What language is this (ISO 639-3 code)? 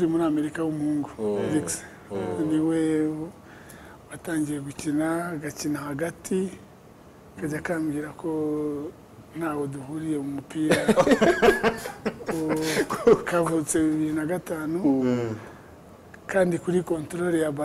kin